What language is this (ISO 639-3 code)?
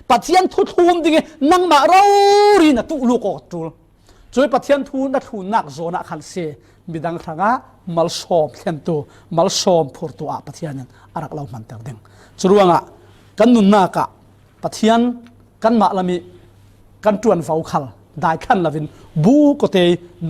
cfm